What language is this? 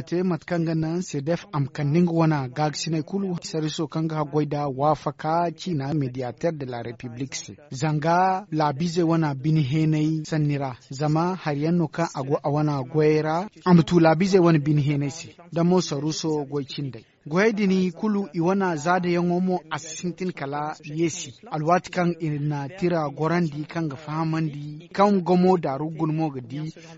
Zarma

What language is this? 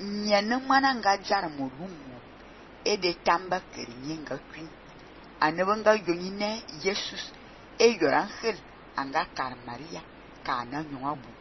Fang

